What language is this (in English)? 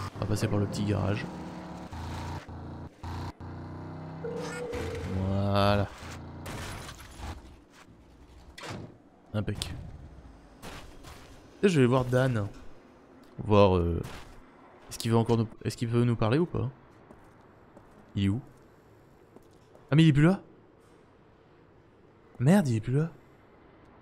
French